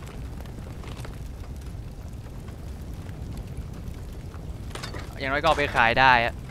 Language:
Thai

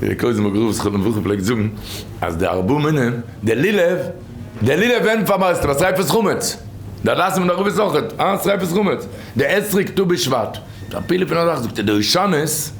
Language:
Yiddish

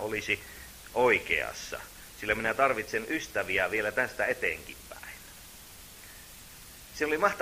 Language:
Finnish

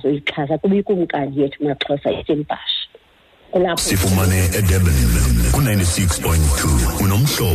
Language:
Xhosa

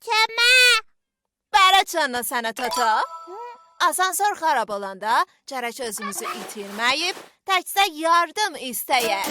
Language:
South Azerbaijani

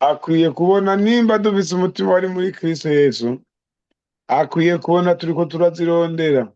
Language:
Rundi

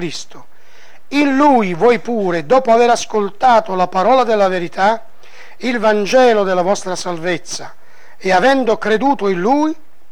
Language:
Italian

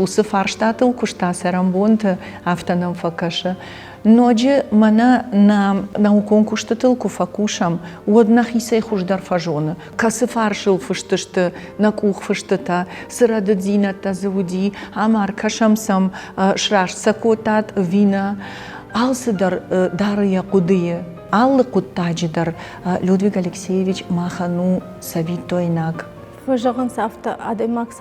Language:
Ossetic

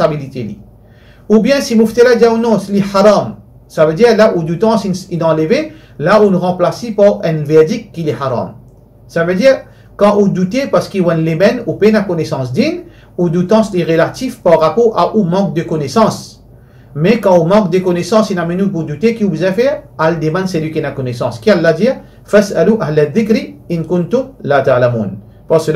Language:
Morisyen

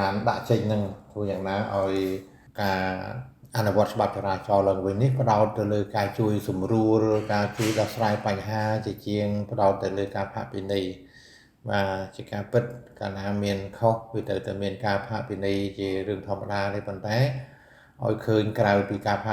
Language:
Khmer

